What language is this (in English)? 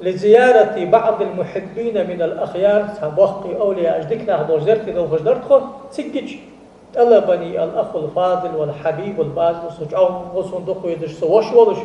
Ingush